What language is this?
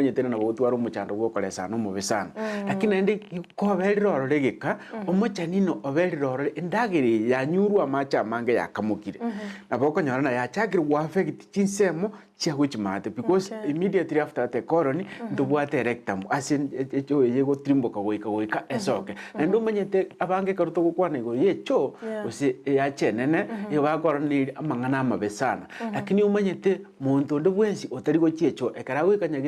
Gusii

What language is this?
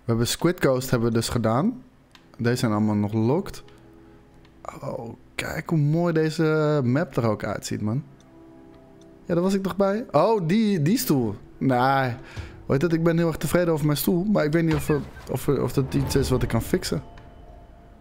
Dutch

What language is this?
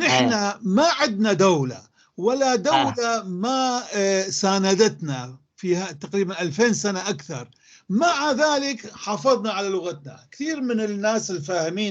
North Levantine Arabic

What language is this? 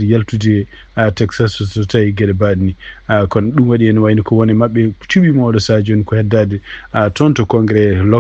Fula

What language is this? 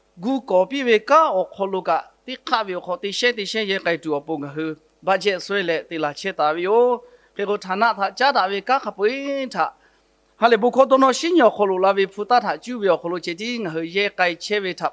Lahu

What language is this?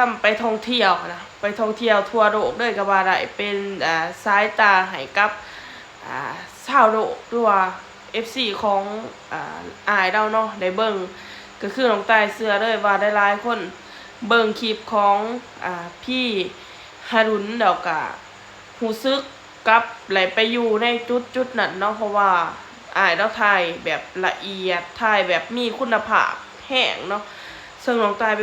Lao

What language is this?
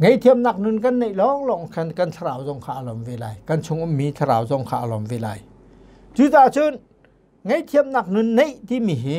Hakha Chin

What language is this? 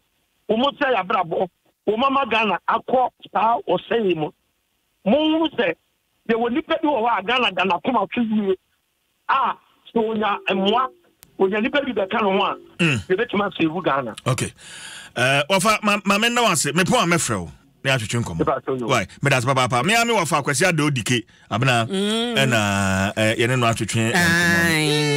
Akan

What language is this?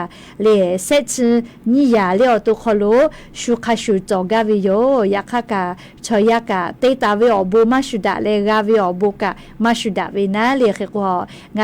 Lahu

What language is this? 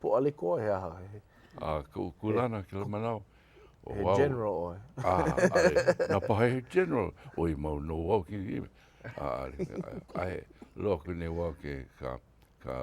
Hawaiian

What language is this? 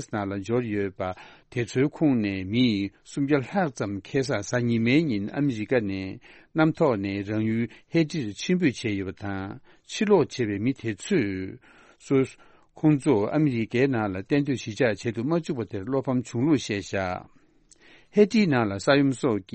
Tibetan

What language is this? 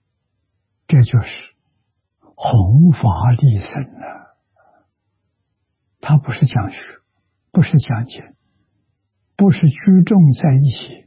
Chinese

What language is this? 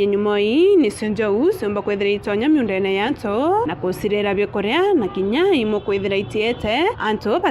Meru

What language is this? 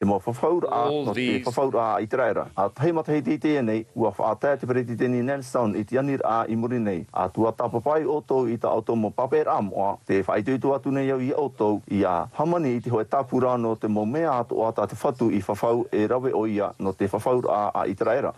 Tahitian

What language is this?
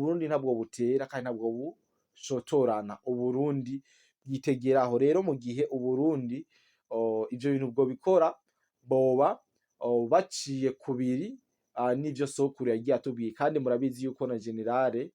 Rundi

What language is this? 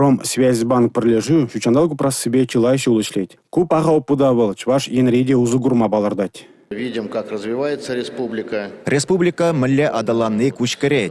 Chuvash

